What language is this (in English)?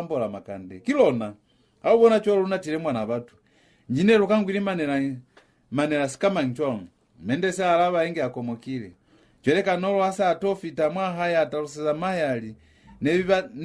Lozi